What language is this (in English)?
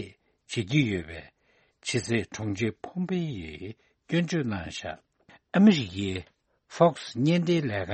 Tibetan